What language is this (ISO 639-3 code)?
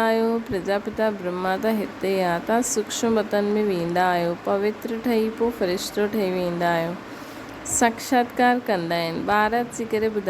snd